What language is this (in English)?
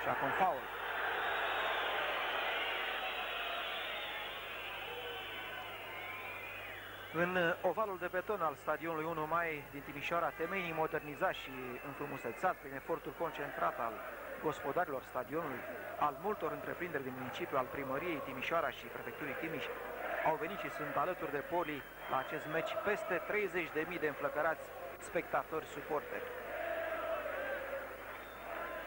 Romanian